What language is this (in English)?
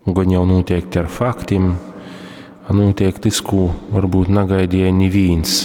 Latgalian